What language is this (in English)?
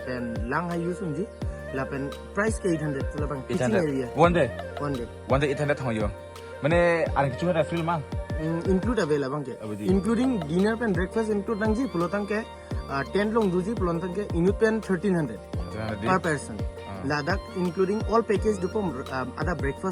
Karbi